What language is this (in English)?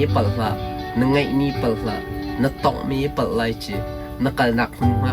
Hakha Chin